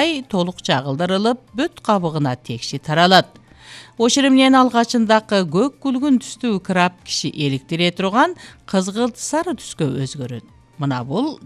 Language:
Kyrgyz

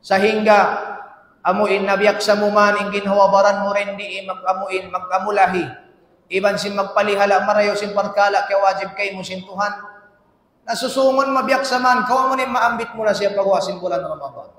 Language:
Tausug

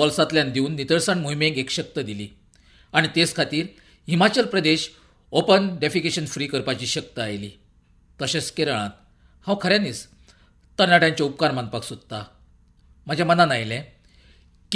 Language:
Konkani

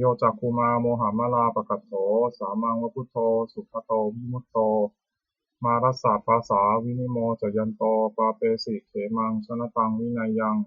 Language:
Pali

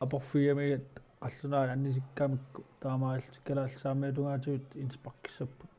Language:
Kalaallisut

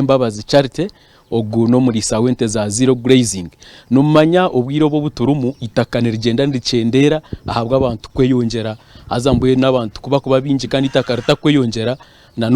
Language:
Nyankole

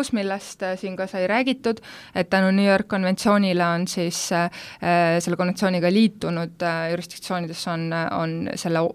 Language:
Estonian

